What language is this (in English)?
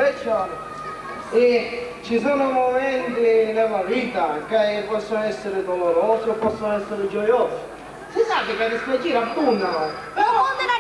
Sicilian